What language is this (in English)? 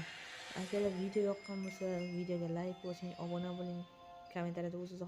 Uzbek